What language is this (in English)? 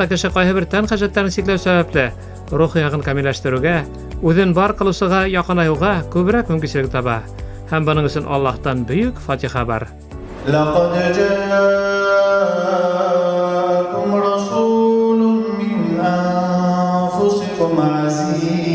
Bashkir